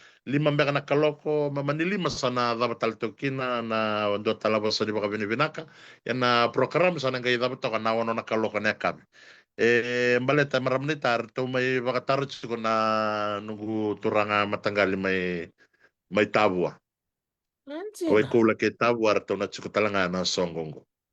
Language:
Fijian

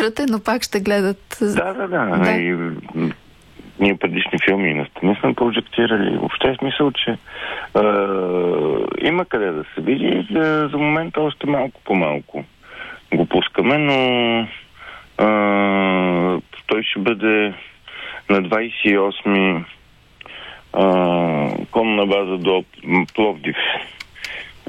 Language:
Bulgarian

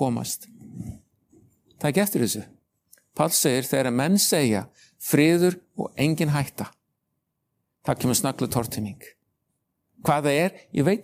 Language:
Icelandic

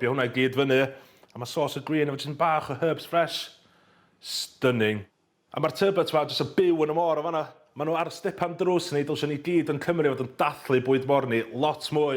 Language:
Welsh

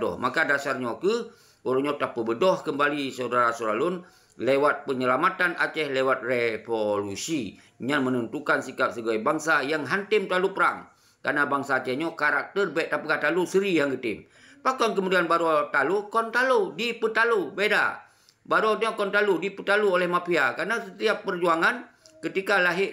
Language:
Achinese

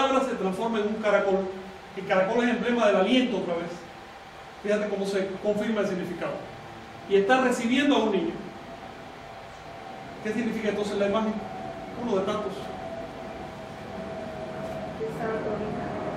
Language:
Spanish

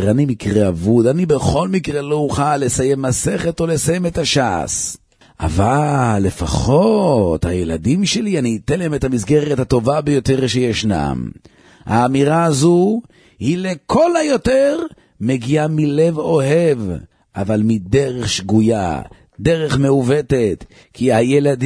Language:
Hebrew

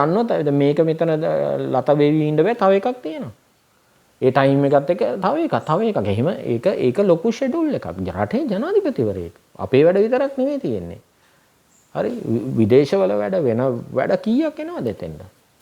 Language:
Sinhala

